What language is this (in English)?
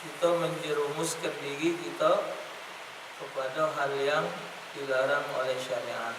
Musi